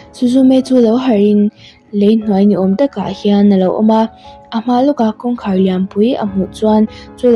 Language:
Mizo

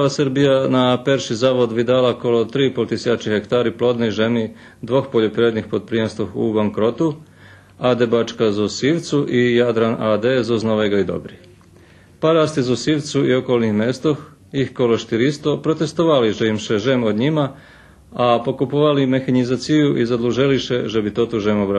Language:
Rusyn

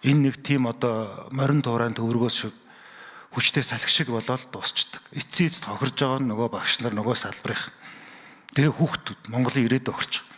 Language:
Mongolian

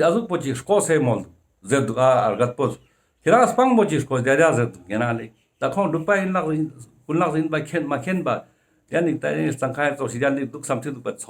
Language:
Ladakhi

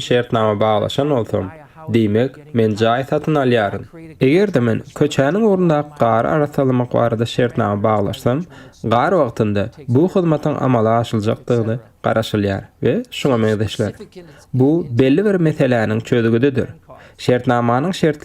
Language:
Turkmen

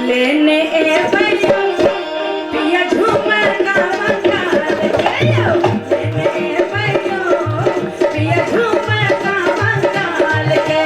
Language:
Maithili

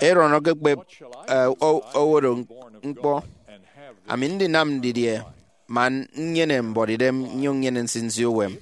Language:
Efik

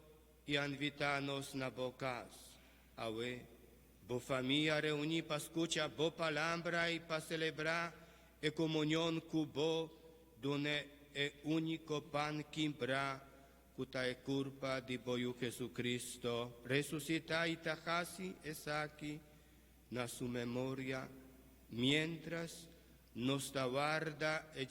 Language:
Papiamento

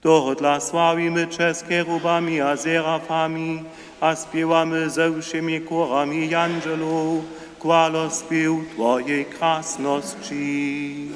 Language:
Upper Sorbian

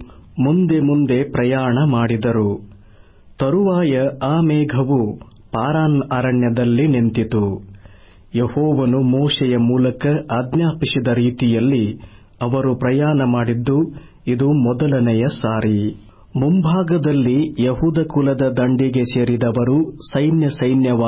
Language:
Kannada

